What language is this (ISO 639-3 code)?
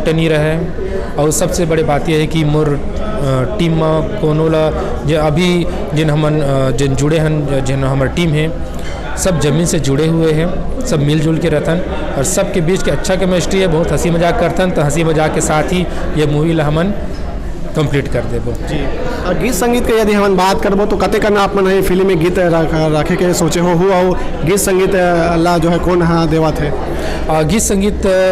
hne